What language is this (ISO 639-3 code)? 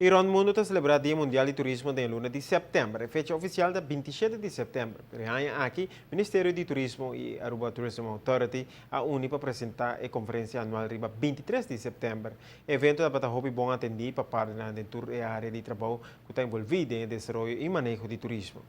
pap